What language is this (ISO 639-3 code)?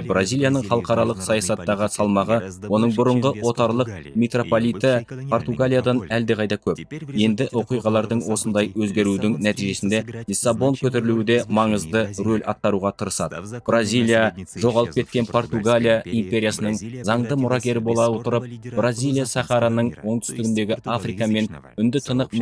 kaz